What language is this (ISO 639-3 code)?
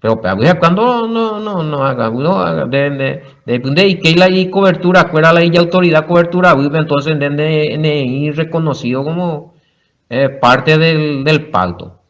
grn